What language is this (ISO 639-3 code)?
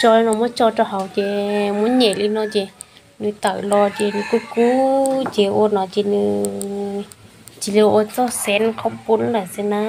hmn